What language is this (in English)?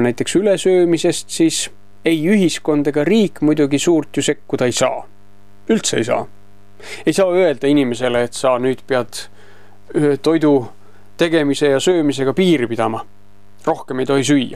Estonian